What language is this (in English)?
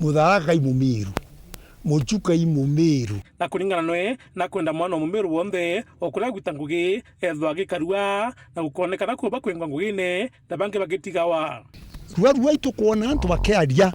Meru